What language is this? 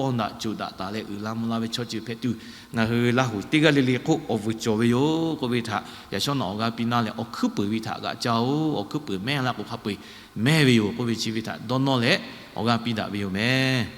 Lahu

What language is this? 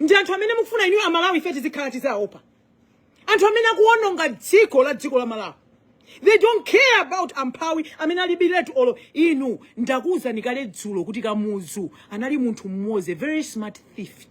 Nyanja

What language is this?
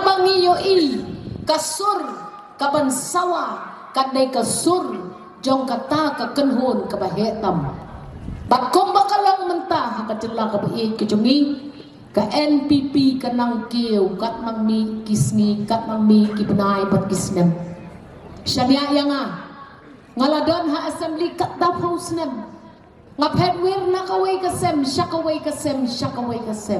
Khasi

